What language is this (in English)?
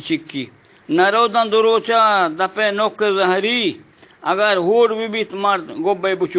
Eastern Balochi